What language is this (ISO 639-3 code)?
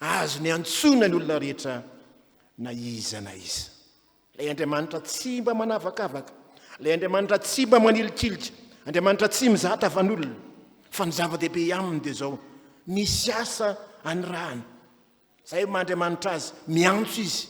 mlg